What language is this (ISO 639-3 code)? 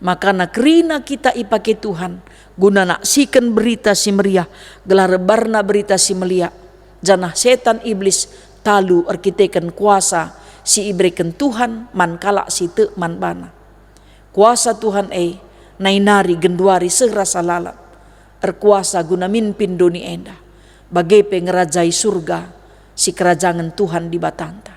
btx